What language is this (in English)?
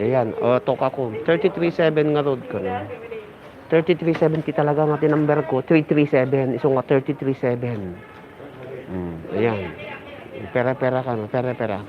Iloko